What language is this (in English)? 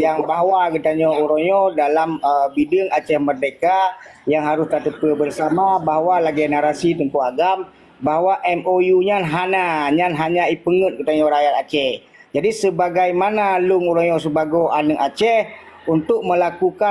Achinese